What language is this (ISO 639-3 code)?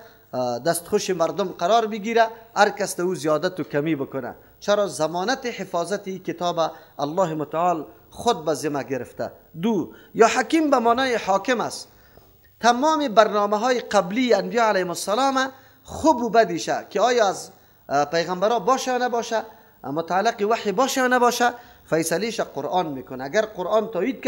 fas